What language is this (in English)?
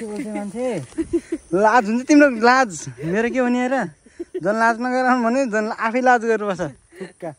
Nepali